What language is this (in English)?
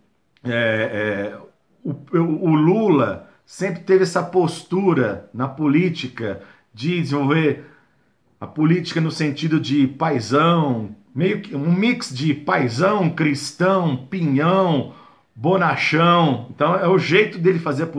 Portuguese